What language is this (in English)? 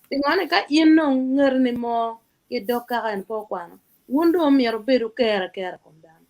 Acoli